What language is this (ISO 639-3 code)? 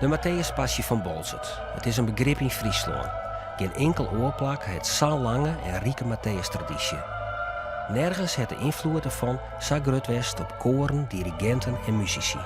fry